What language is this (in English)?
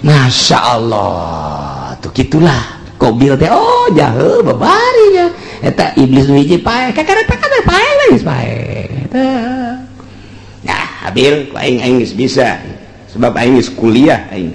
Sundanese